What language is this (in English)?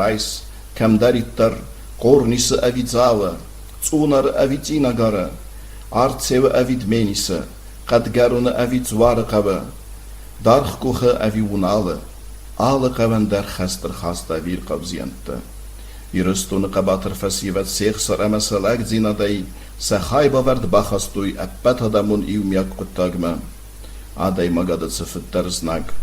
Ossetic